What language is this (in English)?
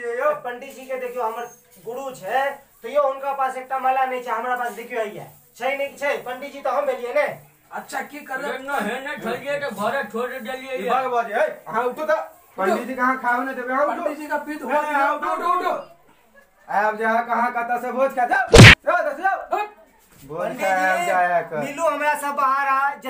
Maithili